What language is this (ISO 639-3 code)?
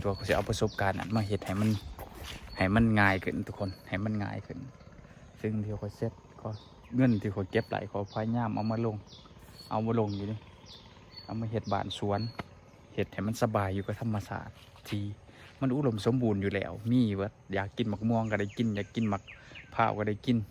lao